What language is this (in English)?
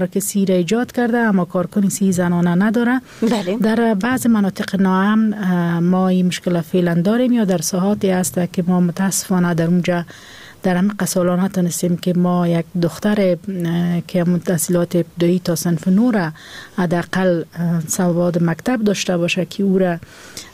Persian